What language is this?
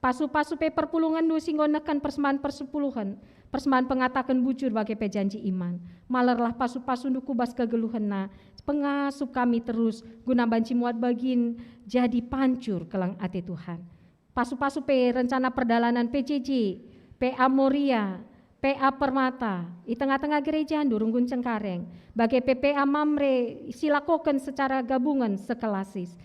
Batak Karo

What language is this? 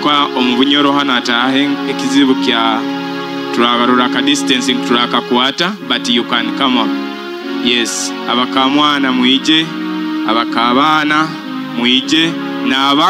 Nyoro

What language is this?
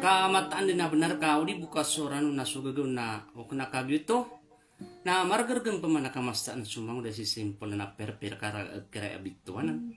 Maranao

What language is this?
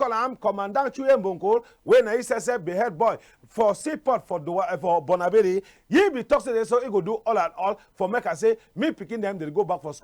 Cameroon Pidgin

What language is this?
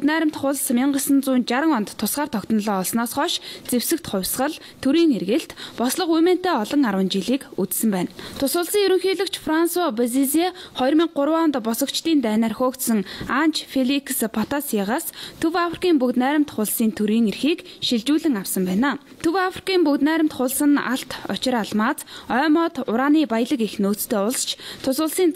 Mongolian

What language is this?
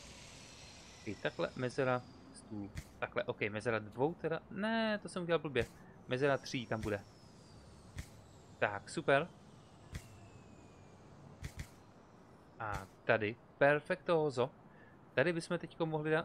Czech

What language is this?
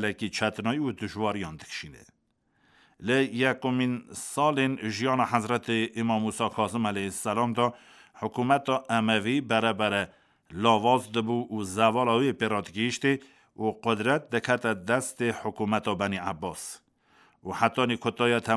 Kurdish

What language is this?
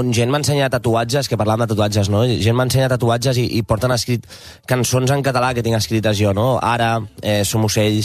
Catalan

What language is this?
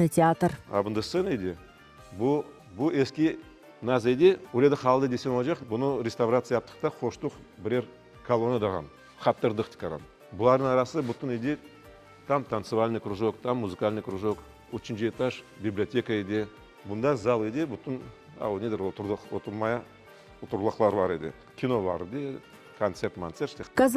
Crimean Tatar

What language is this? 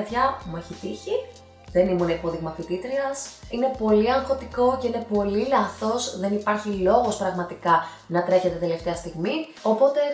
Greek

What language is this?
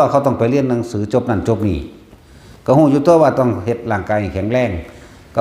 Northeastern Thai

